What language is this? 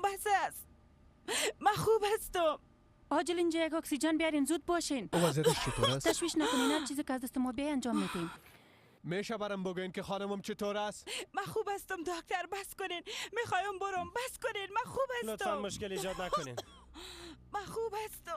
Persian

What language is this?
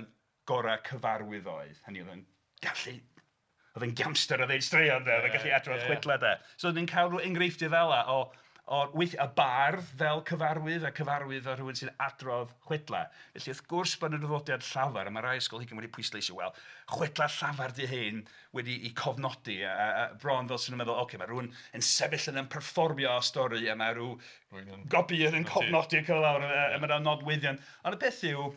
Welsh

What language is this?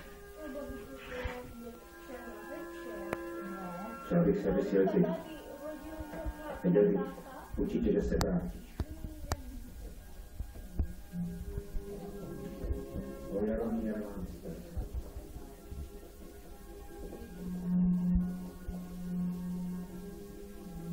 Czech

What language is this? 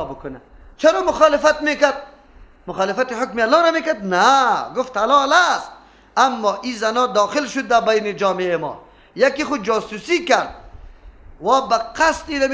Persian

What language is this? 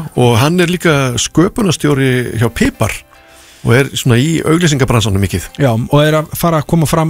Icelandic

